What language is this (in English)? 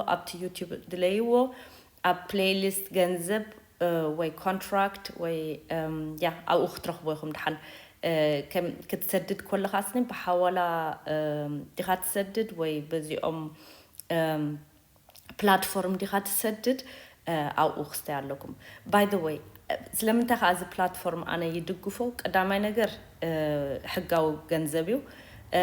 Tigrinya